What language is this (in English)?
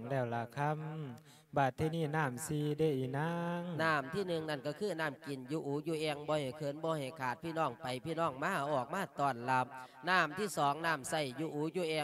Lao